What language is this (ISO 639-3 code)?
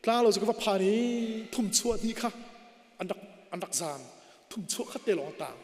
cnh